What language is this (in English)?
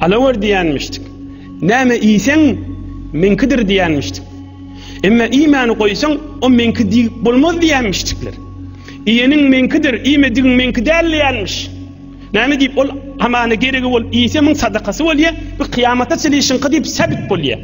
Turkmen